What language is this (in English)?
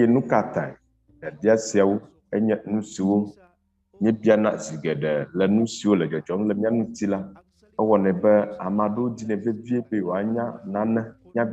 Ewe